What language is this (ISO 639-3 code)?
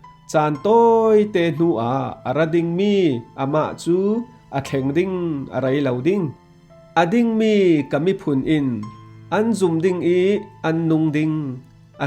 cfm